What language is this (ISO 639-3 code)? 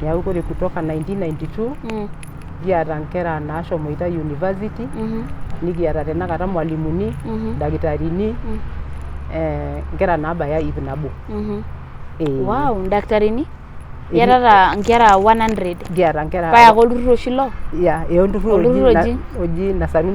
mas